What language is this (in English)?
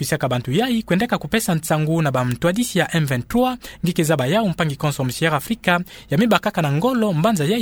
Kituba (Democratic Republic of Congo)